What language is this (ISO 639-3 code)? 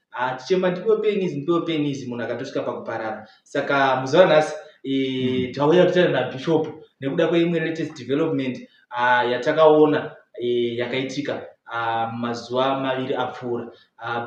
sna